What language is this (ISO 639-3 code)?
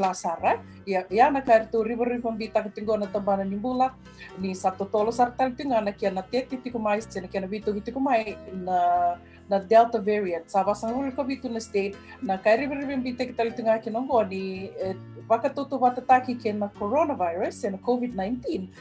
fij